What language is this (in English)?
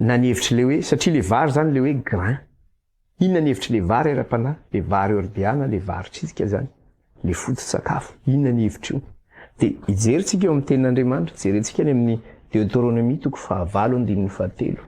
Malagasy